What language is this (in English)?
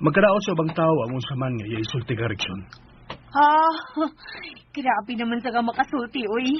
Cebuano